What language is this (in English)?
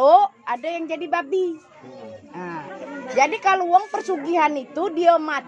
Musi